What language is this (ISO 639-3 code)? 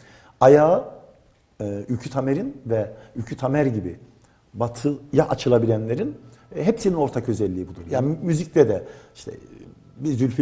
tur